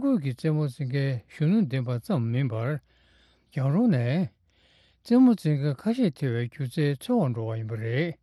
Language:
Tibetan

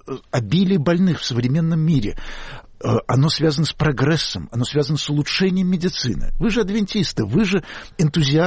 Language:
Russian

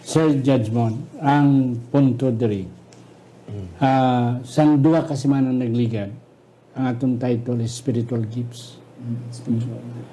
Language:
Hiligaynon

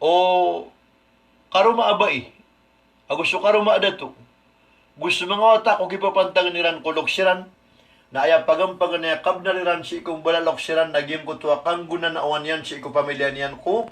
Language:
Maranao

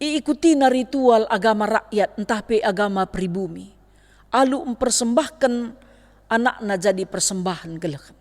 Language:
Batak Karo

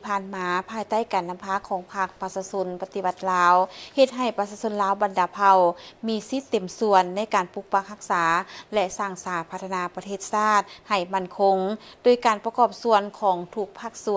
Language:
Lao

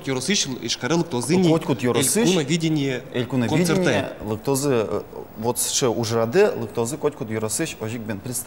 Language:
Udmurt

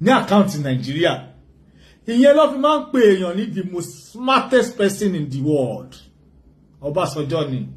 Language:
Yoruba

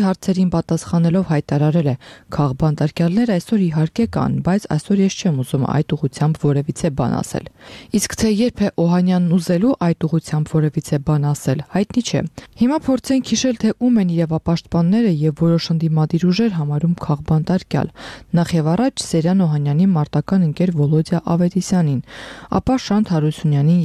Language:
Armenian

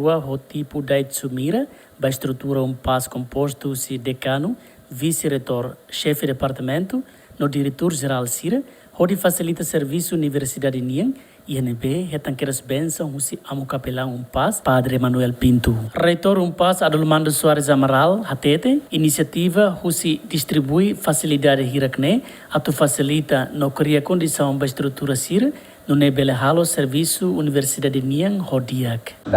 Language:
Tetum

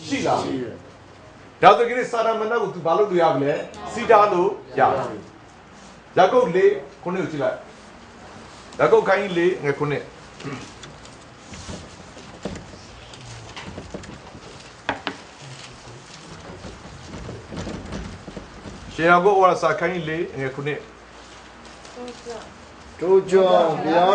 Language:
Burmese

